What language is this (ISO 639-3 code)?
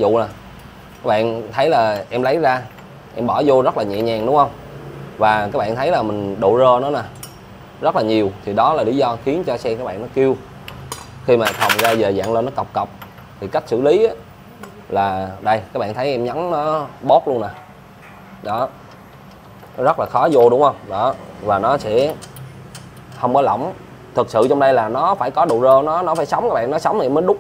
vie